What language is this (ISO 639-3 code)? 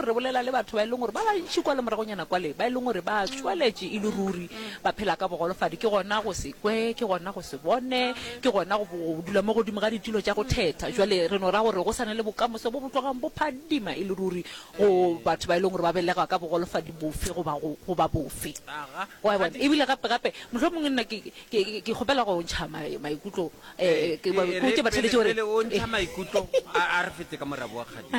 nso